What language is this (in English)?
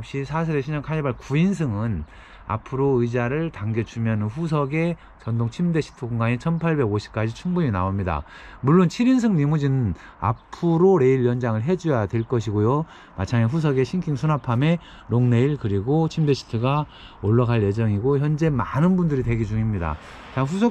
Korean